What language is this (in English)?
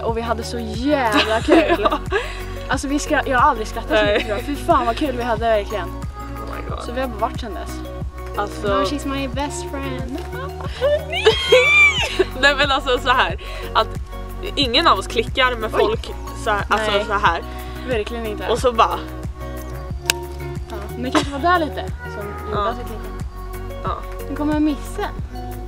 Swedish